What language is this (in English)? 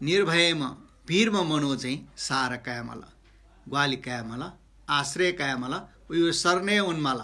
Newari